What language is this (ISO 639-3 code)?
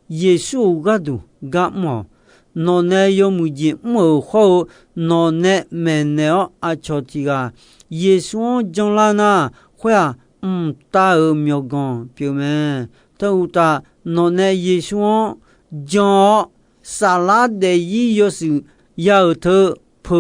ahk